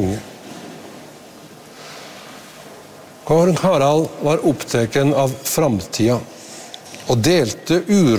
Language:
Norwegian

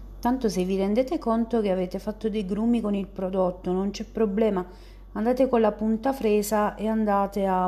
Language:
Italian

